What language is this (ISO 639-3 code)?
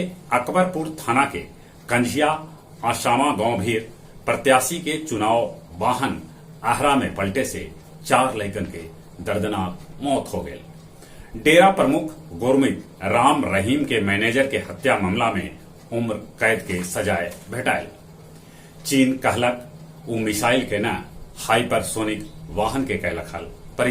mag